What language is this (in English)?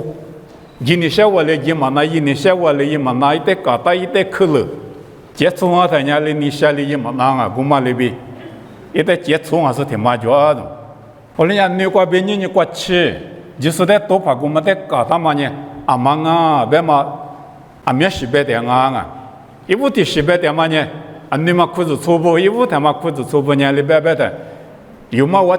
Lisu